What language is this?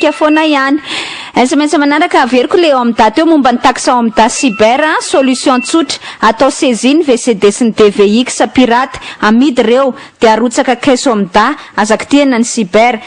Malagasy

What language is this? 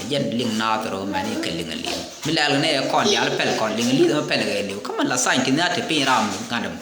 Nuer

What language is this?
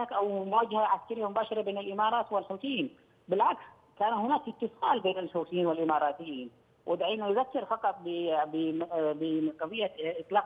Arabic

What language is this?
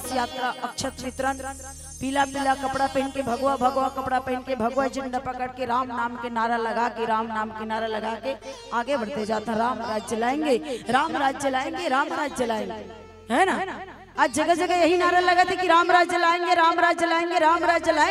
Chhattisgarhi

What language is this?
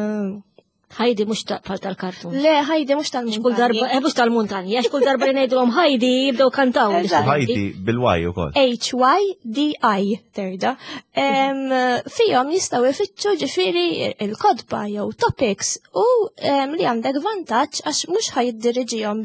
Maltese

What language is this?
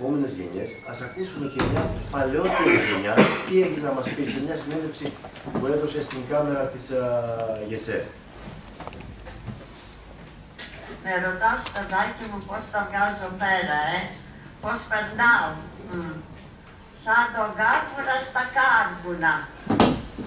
Greek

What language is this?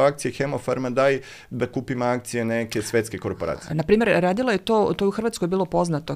Serbian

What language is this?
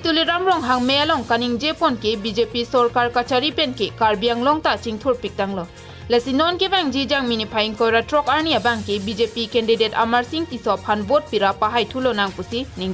Karbi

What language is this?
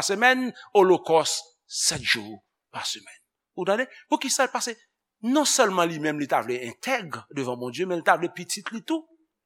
Haitian Creole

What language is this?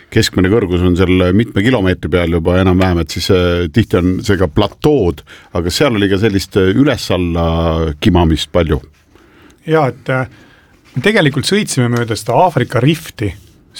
Estonian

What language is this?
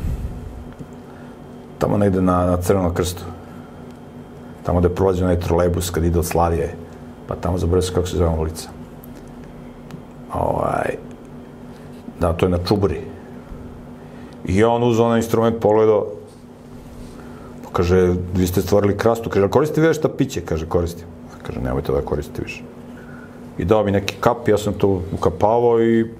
Serbian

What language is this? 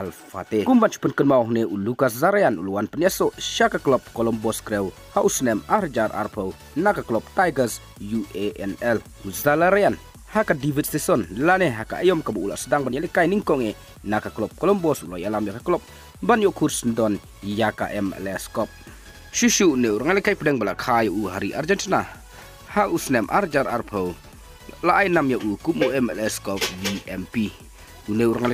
Khasi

